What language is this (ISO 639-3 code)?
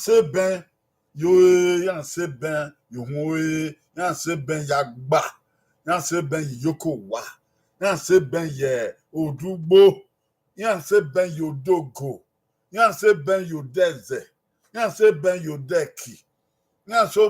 bin